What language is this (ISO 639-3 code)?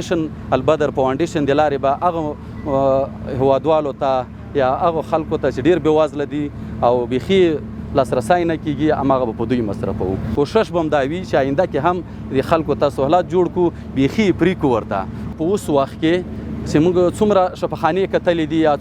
pus